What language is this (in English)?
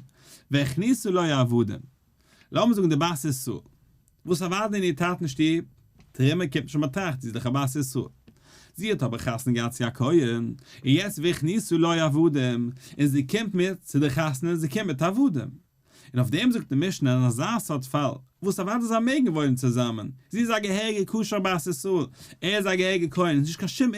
Yiddish